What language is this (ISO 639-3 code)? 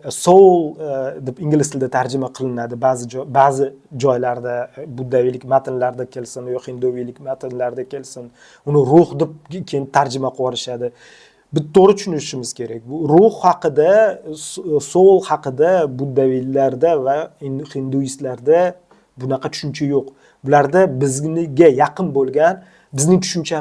uzb